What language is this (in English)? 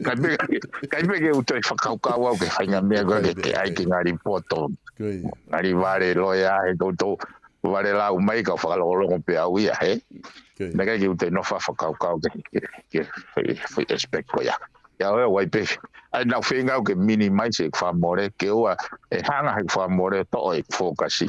Tongan